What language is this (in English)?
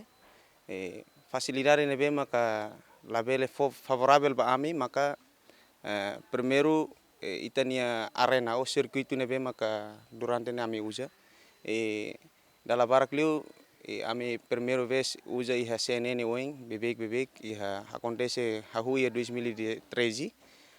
Tetum